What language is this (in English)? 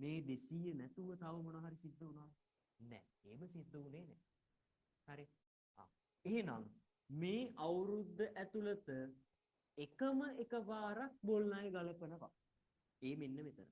Sinhala